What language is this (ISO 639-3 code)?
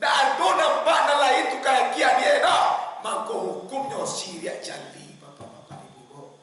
min